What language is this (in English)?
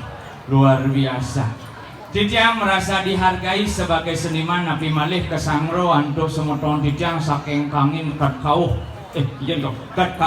Balinese